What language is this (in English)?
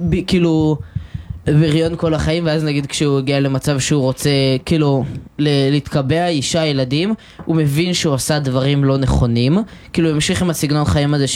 Hebrew